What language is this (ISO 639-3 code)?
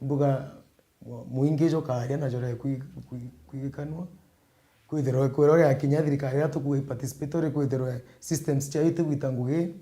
mer